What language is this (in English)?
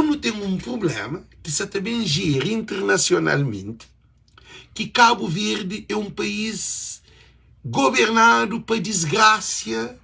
Kabuverdianu